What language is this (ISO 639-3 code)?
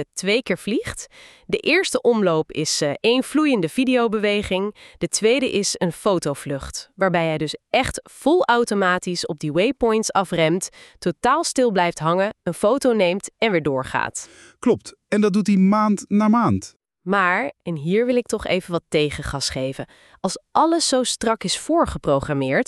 nld